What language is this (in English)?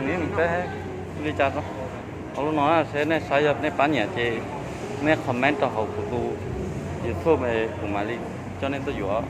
Hmong